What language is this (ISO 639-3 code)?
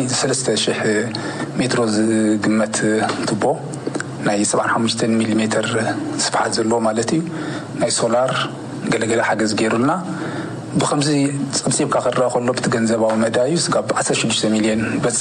tir